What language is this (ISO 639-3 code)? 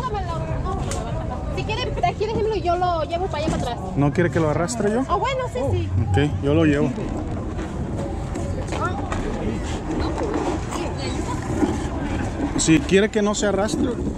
spa